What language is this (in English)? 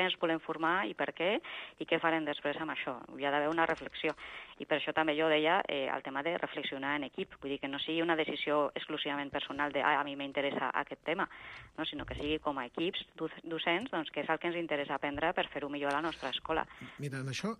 Catalan